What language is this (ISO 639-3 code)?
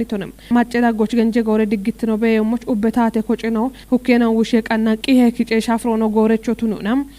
kbr